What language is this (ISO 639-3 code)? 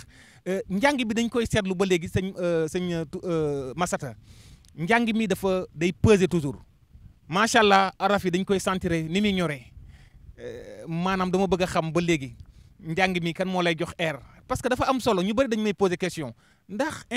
wol